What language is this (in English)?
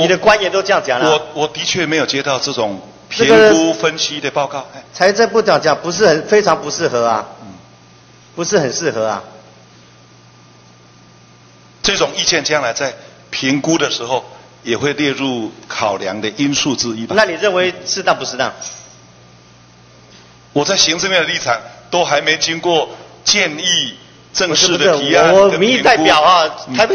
Chinese